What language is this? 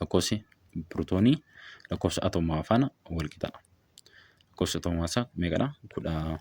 Oromo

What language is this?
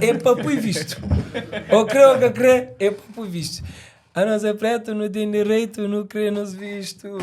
Kabuverdianu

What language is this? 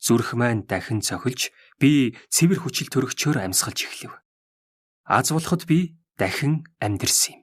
Mongolian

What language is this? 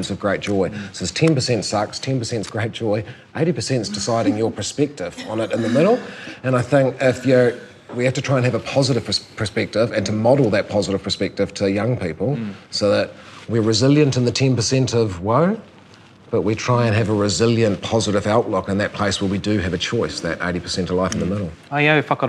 English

